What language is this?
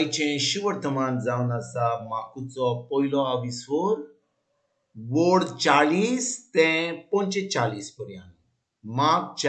Konkani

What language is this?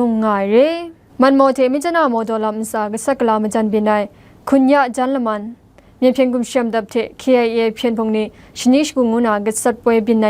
Kachin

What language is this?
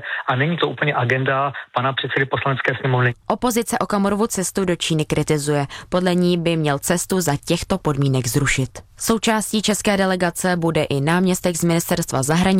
Czech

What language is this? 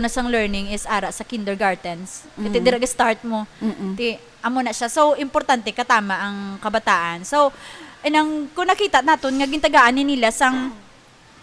Hiligaynon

